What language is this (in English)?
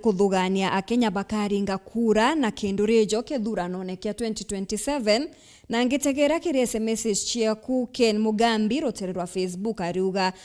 Meru